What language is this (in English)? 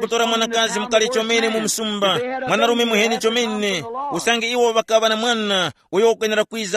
Tumbuka